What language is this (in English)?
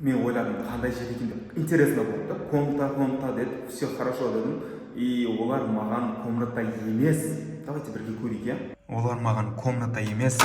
Kazakh